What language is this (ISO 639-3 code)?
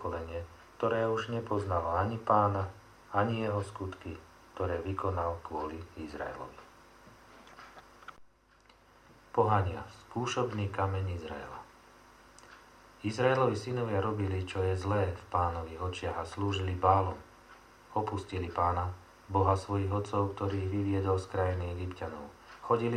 slk